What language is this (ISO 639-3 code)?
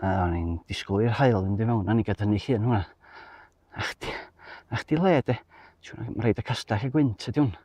cym